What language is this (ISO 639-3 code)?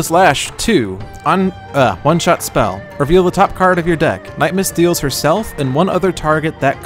eng